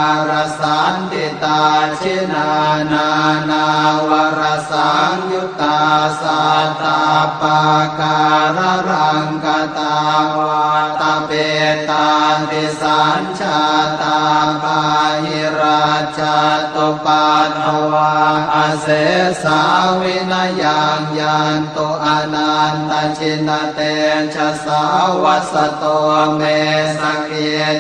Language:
Pali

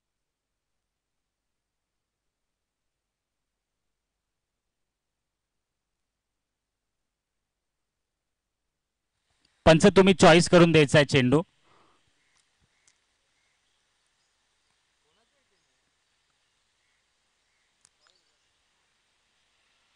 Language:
Marathi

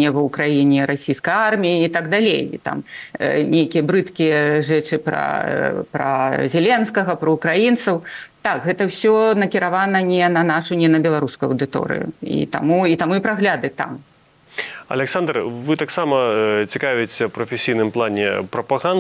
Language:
Belarusian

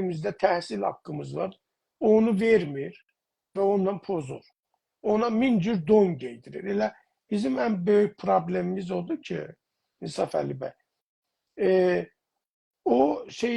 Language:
South Azerbaijani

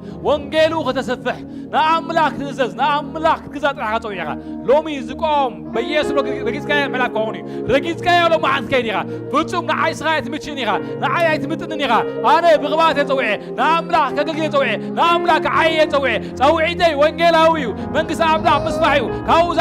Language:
Tigrinya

